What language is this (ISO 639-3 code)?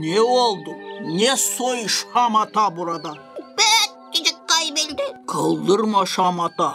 gag